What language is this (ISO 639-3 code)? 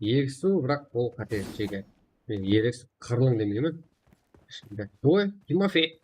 kaa